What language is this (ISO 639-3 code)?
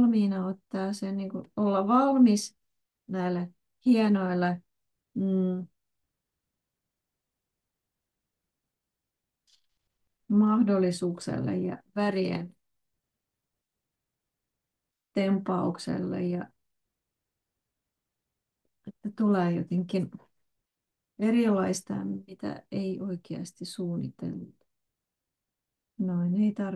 fin